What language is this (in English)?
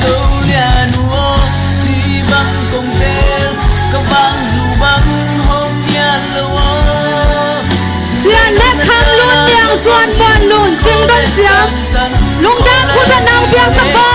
Tedim Chin